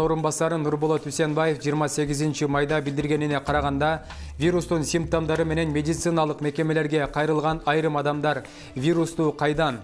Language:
Kyrgyz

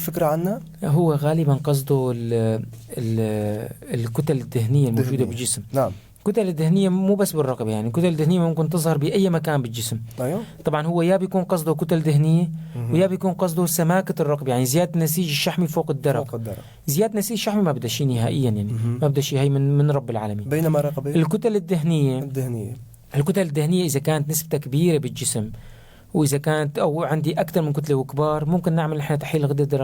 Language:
North Levantine Arabic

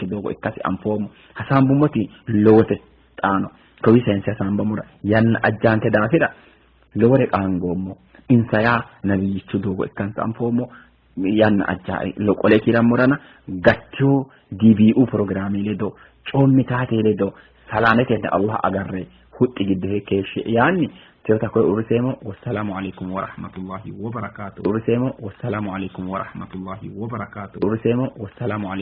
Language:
Sidamo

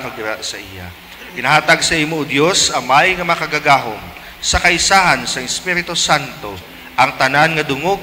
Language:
Hiligaynon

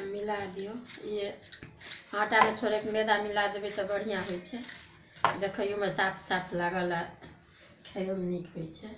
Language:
Maithili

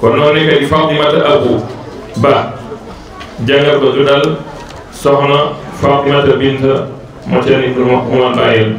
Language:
Fula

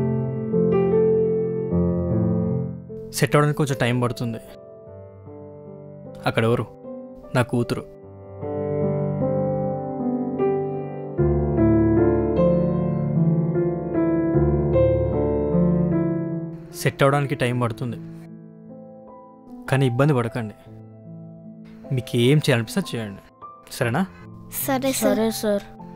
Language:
Telugu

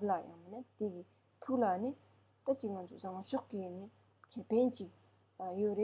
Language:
Tibetan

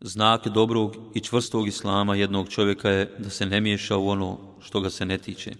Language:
Bosnian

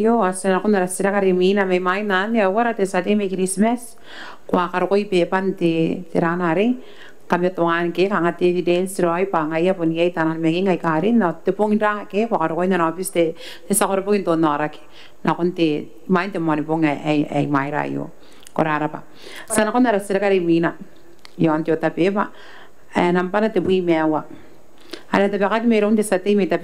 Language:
Gilbertese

